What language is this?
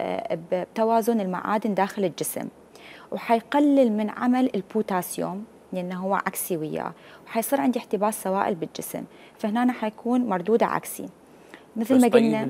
Mesopotamian Arabic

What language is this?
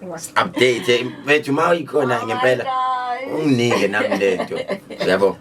Zulu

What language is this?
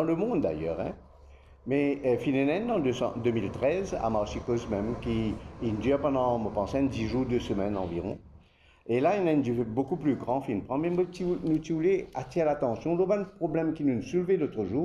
Morisyen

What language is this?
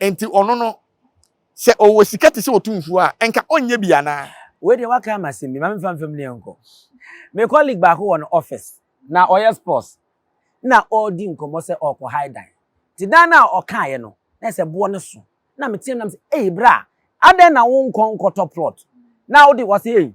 Akan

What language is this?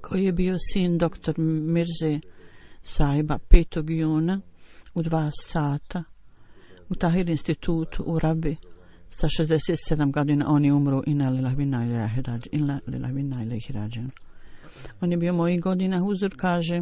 Bosnian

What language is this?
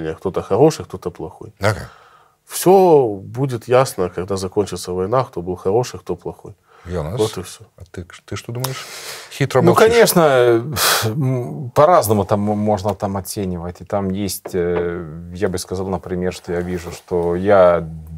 Russian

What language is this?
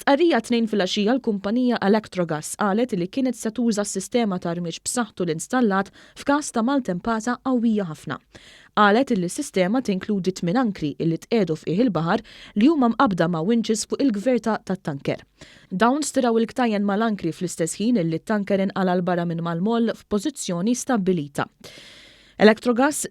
Maltese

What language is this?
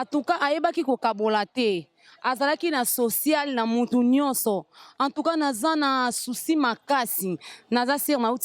Lingala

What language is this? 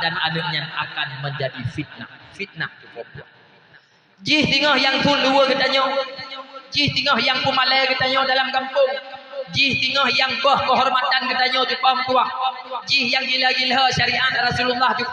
Achinese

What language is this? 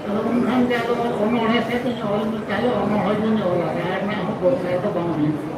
Santali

